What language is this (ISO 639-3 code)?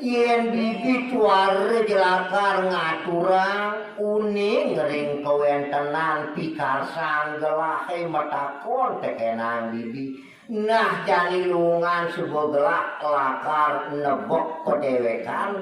ban